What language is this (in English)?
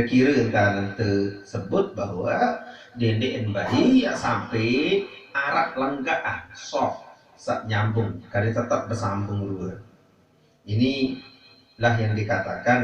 Sasak